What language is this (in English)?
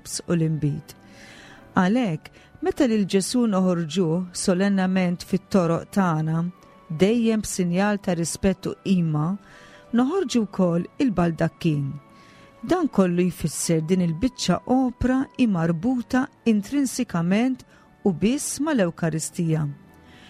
Maltese